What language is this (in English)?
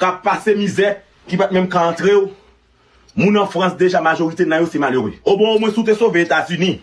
Haitian Creole